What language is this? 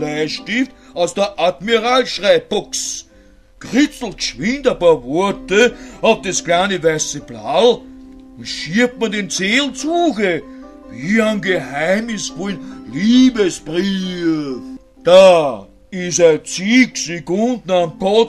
Bavarian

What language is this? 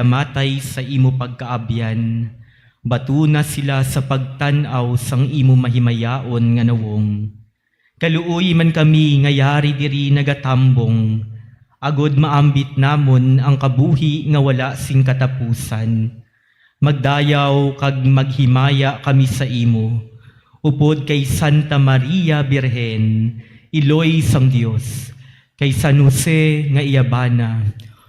Hiligaynon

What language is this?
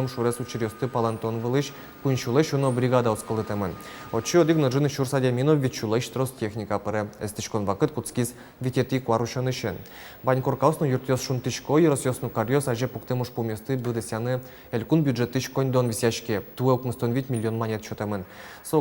Udmurt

